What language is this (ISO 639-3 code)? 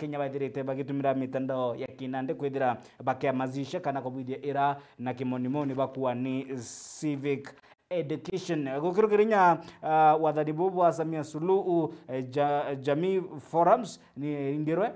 mer